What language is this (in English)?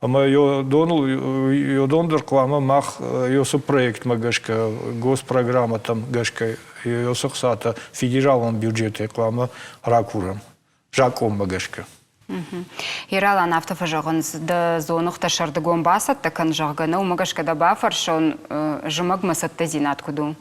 Ossetic